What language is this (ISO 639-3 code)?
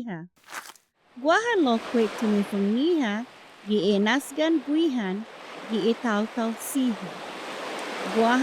cha